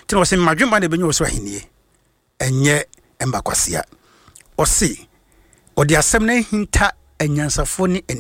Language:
Akan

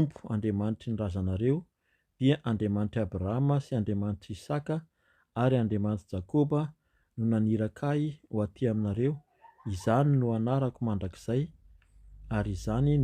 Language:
Malagasy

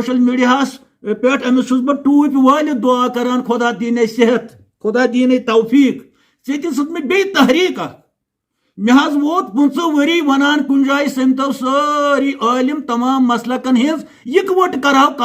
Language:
Kashmiri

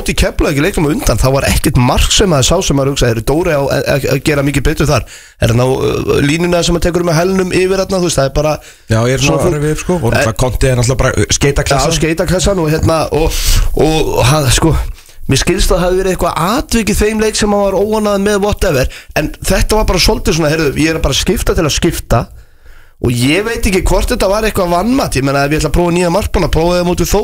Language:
Icelandic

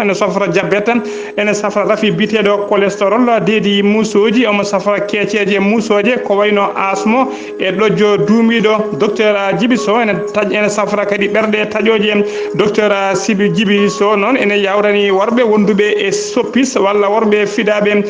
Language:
Fula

